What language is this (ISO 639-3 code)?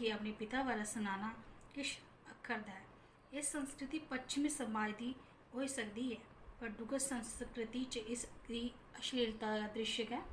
doi